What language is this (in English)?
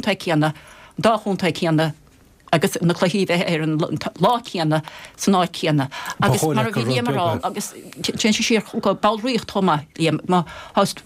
Irish